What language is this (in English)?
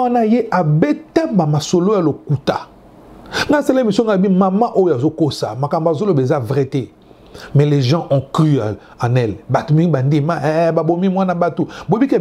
Lingala